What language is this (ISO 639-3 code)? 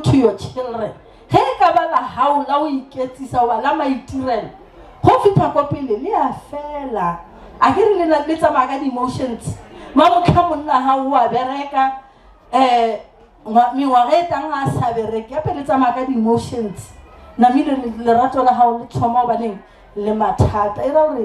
nso